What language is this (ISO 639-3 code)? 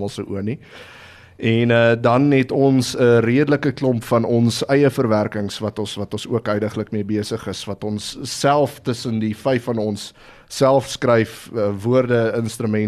afr